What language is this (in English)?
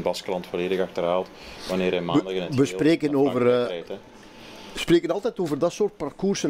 Dutch